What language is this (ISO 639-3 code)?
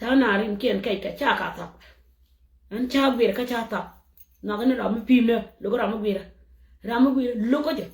nus